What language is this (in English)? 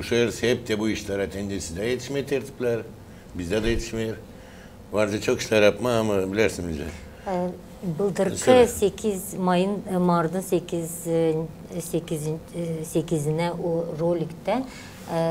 Gagauz